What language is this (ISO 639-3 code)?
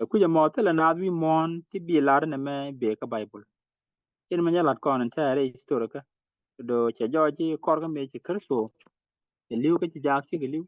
nus